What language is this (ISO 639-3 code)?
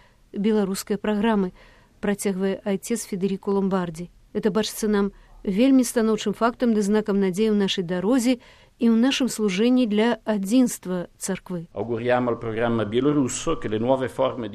bel